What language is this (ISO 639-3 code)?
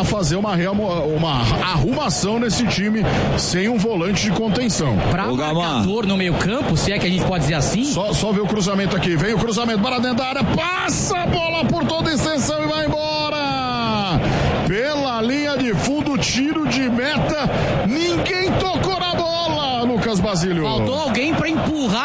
por